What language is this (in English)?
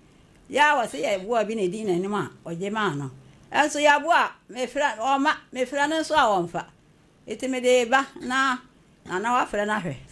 Akan